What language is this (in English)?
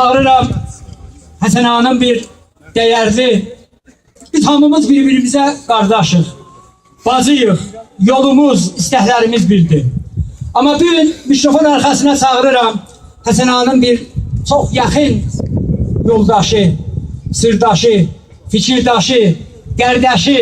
South Azerbaijani